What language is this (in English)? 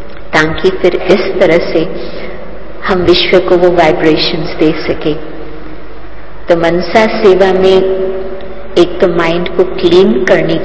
Hindi